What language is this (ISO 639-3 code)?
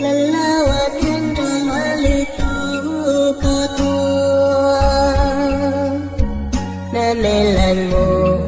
hmn